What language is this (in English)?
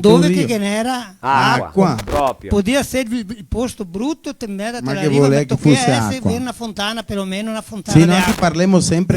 Venetian